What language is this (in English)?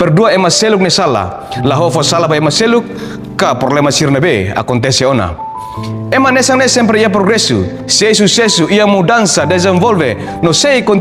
Tetum